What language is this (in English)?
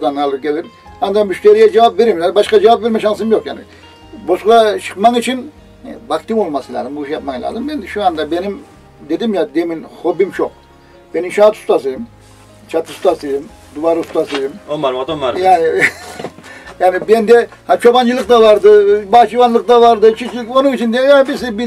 Turkish